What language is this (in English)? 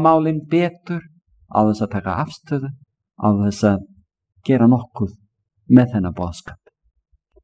Icelandic